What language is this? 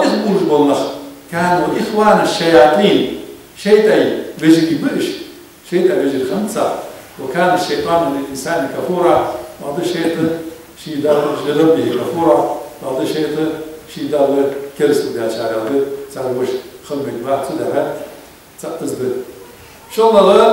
Ingush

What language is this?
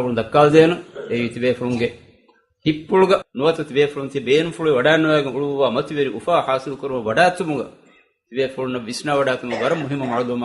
Divehi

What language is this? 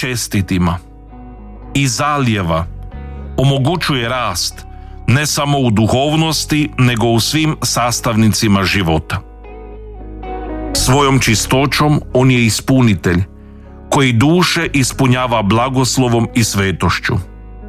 Croatian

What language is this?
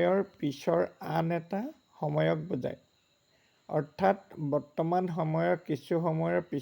Assamese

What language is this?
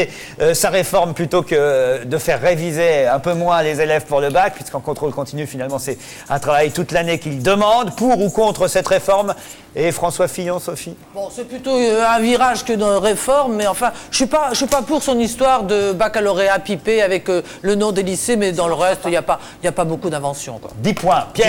French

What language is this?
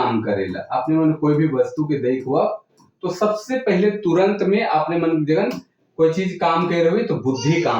Sadri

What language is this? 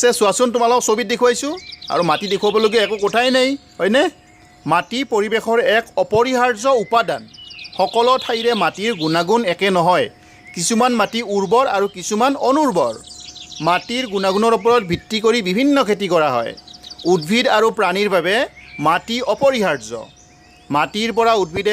Assamese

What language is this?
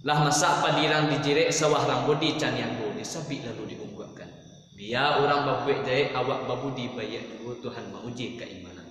Minangkabau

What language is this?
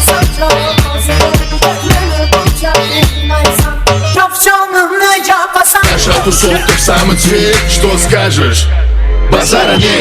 Kara-Kalpak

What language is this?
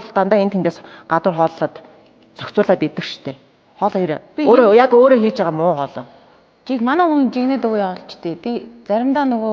Mongolian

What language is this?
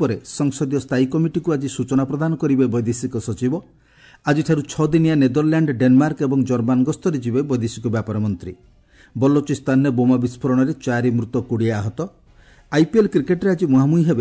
Odia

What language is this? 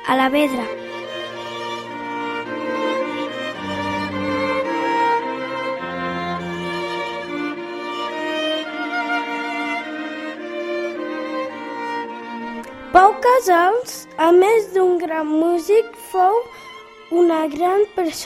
Catalan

